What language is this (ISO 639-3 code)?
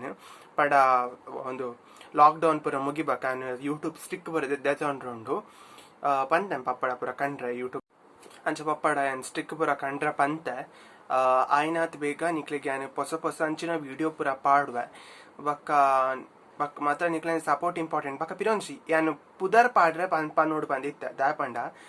tcy